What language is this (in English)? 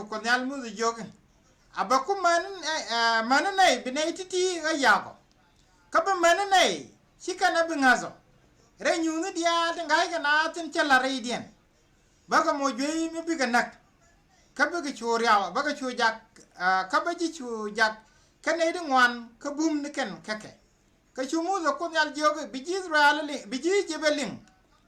Nuer